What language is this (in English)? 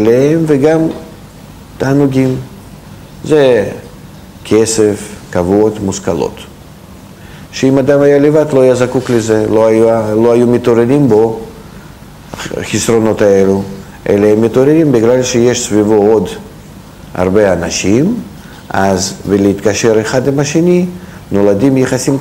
Hebrew